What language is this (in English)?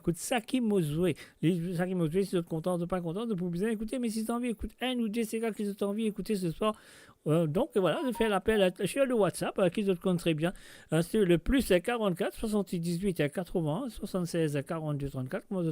Morisyen